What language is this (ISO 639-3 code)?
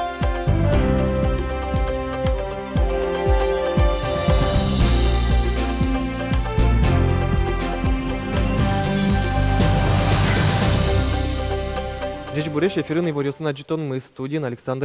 udm